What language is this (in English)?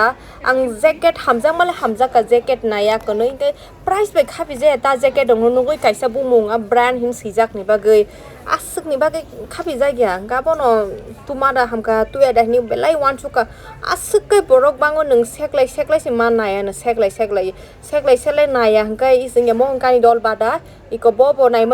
Kok Borok